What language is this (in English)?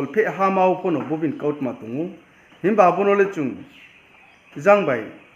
Riang (India)